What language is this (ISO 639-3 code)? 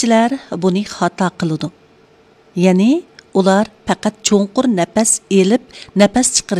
uig